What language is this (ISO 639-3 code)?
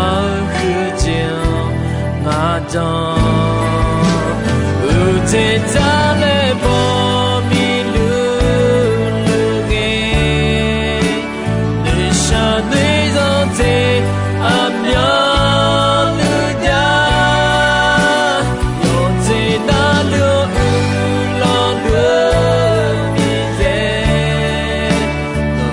ahk